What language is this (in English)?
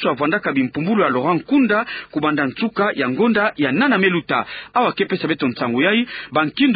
Kituba (Democratic Republic of Congo)